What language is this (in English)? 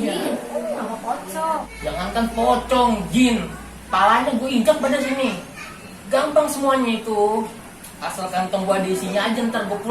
Betawi